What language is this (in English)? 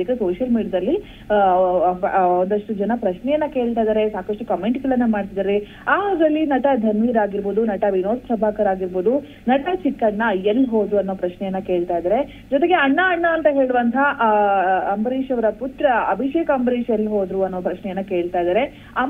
Kannada